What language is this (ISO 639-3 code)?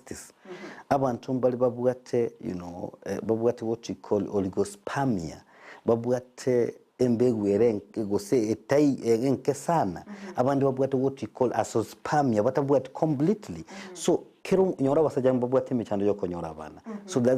guz